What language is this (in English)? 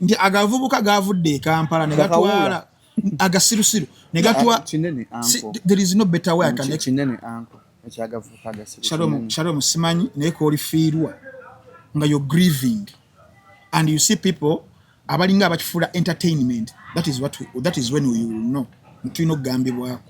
Ganda